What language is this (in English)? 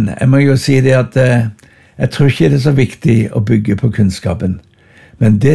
Norwegian